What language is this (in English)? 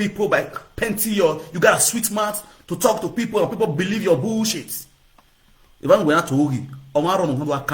Nigerian Pidgin